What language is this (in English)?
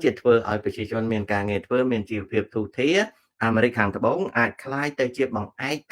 Khmer